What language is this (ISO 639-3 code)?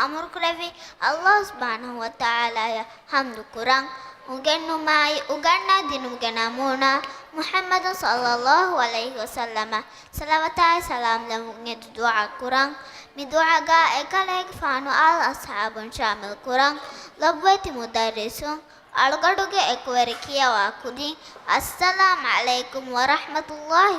div